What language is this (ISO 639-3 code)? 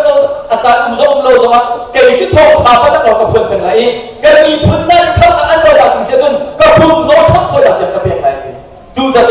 cnh